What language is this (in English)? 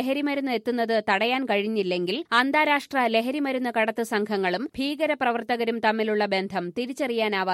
Malayalam